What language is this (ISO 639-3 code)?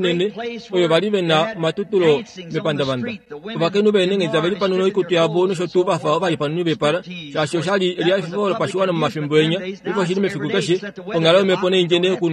kua